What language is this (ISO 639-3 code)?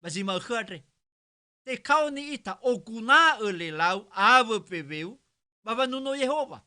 nia